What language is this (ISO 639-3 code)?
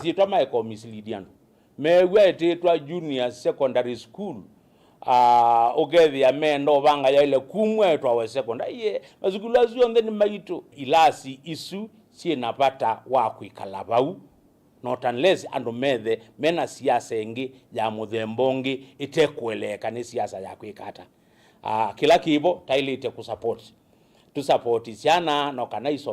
kam